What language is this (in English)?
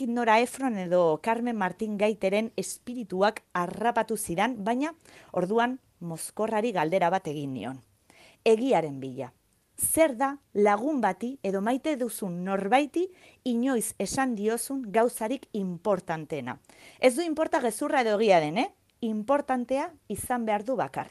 Basque